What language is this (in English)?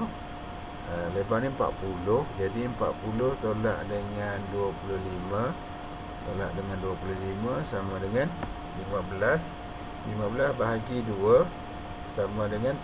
Malay